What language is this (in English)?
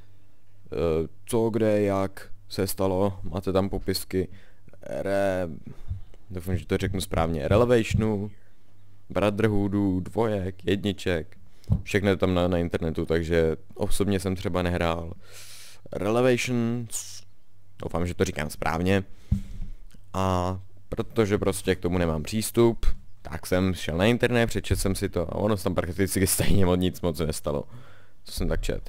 Czech